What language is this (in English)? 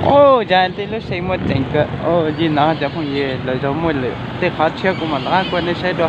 Hmong